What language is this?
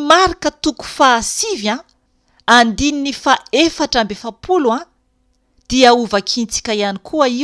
Malagasy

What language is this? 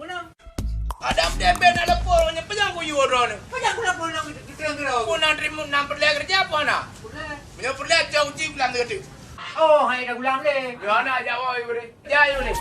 Achinese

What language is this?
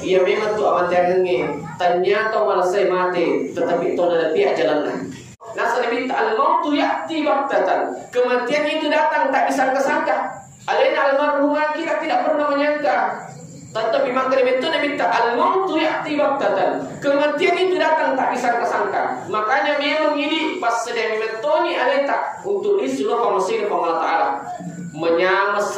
Buginese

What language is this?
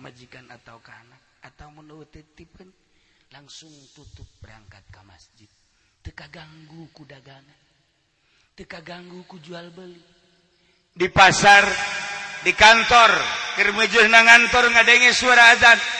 Sundanese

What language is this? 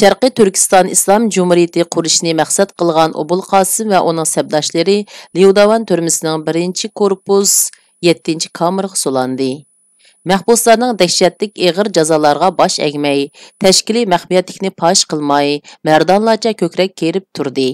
Uyghur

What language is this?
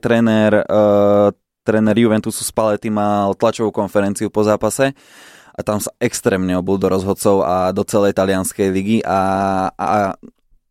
Slovak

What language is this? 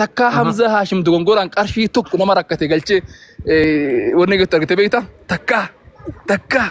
Oromo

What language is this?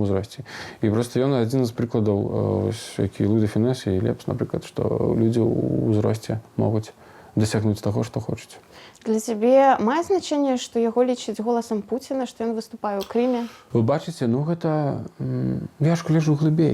Belarusian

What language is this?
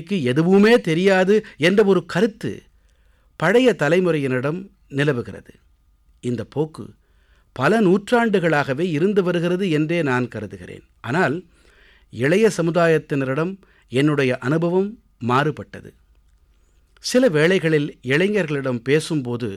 Tamil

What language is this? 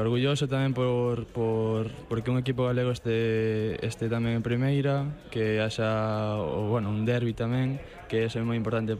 Galician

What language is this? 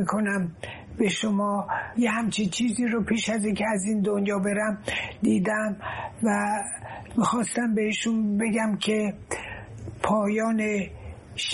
Persian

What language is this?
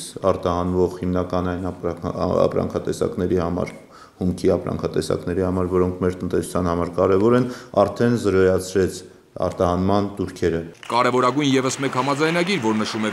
Armenian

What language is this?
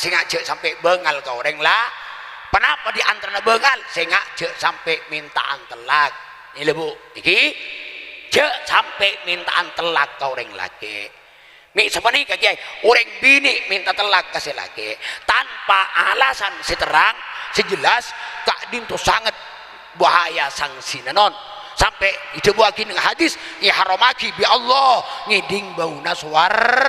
Madurese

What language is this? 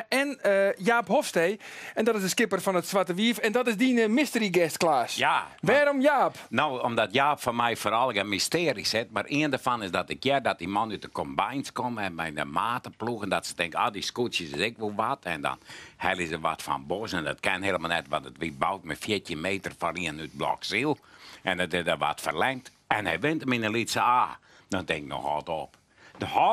Western Frisian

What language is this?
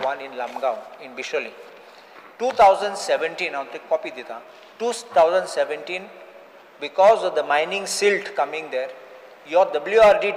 Konkani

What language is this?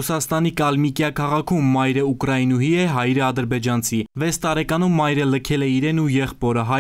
Armenian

